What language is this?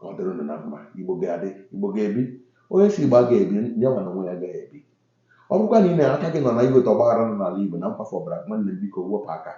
Igbo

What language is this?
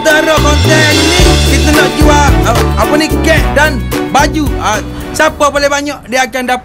Malay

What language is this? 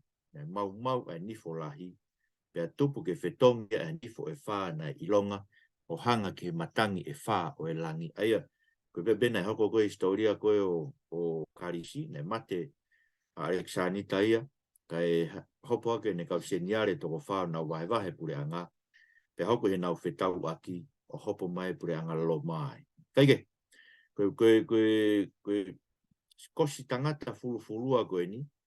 Tongan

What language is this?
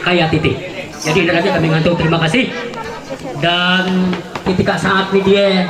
Ma'anyan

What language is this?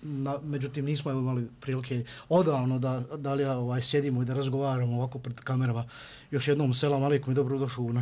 Bosnian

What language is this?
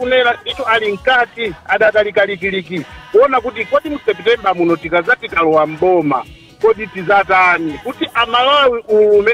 Nyanja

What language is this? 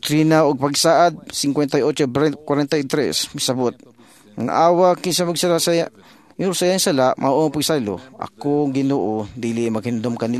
Cebuano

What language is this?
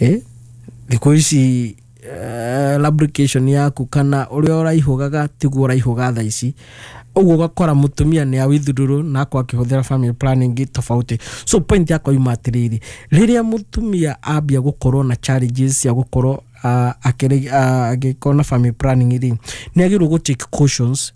Kikuyu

